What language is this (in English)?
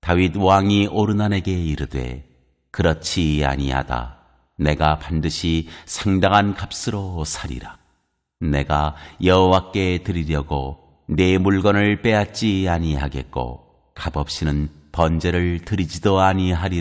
Korean